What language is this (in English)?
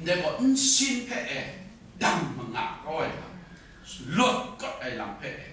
Kachin